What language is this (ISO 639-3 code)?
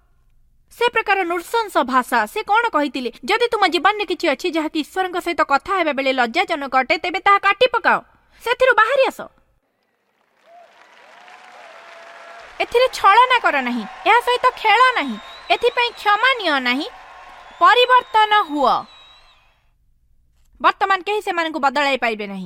ori